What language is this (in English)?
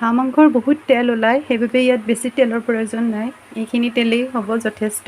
Assamese